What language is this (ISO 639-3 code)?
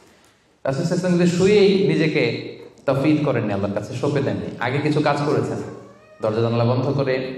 ben